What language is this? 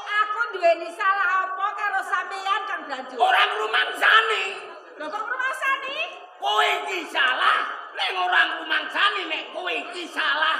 Javanese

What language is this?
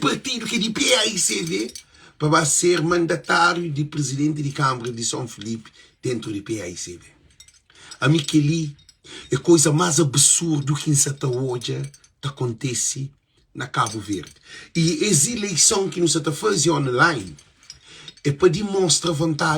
Kabuverdianu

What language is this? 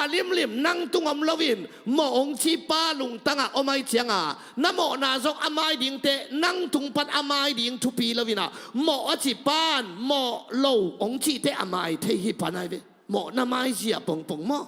Tedim Chin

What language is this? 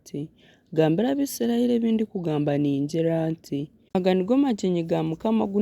Nyankole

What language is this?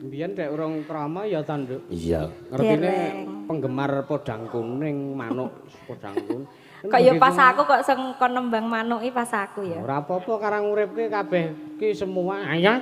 Javanese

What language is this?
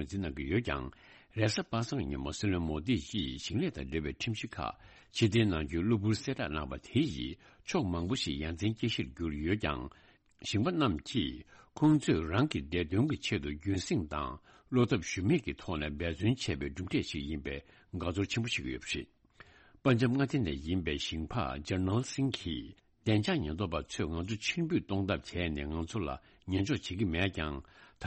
Tibetan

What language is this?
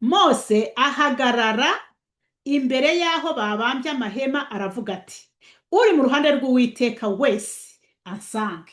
Kinyarwanda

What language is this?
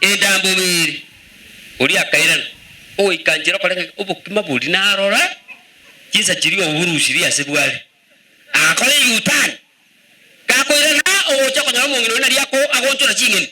Gusii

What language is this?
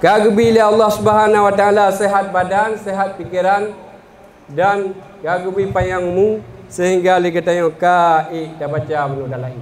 Achinese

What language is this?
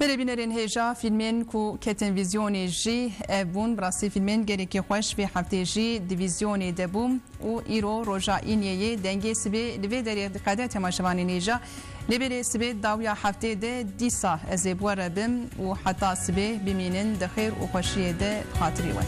Kurdish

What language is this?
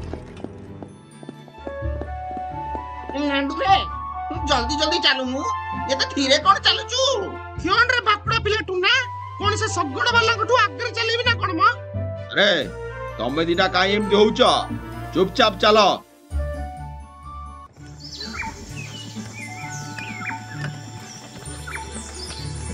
Odia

